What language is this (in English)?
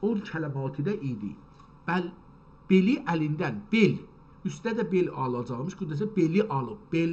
South Azerbaijani